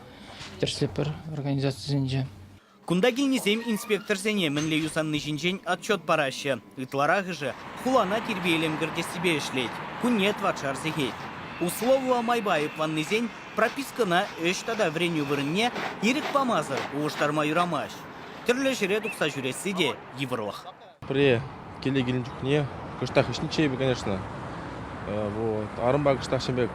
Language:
Chuvash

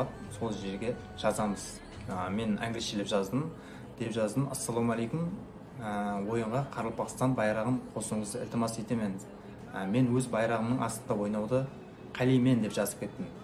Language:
Kara-Kalpak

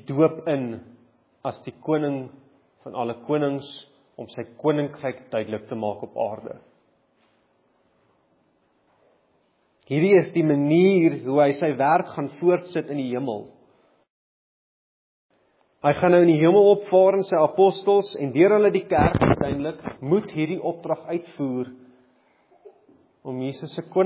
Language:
Afrikaans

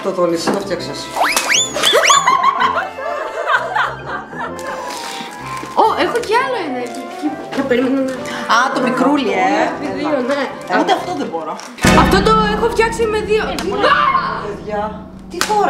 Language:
Greek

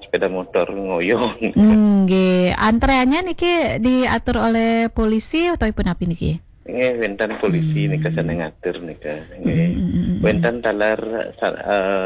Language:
Balinese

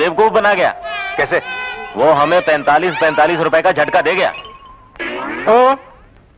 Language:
Hindi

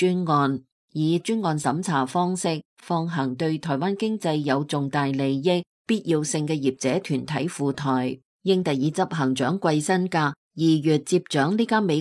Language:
Cantonese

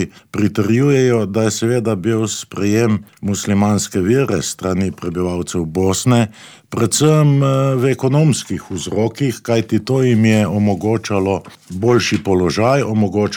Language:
Slovenian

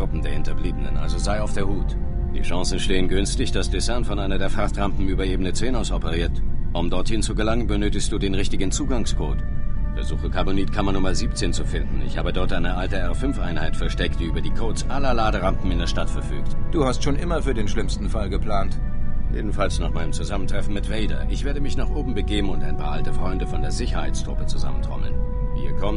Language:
Bavarian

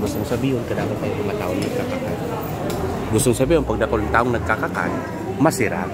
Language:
Bikol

